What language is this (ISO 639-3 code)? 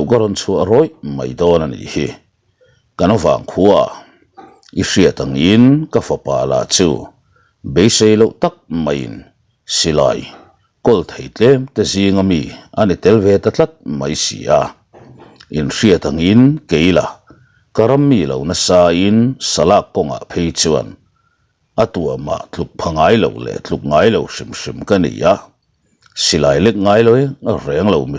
lus